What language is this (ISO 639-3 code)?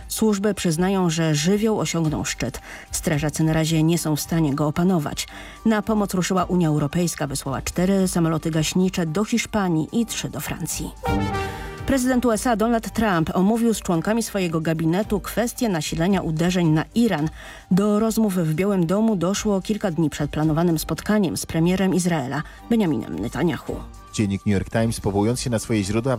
pol